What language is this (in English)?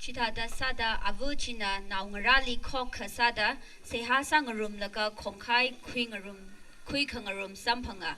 Tangkhul Naga (India)